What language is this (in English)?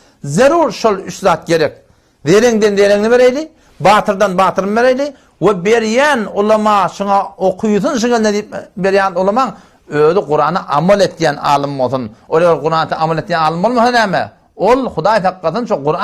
Turkmen